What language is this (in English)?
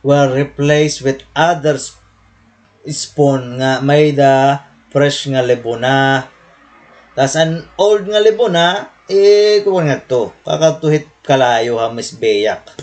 Waray